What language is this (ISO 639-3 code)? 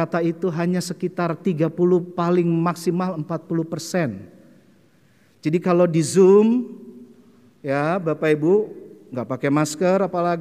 ind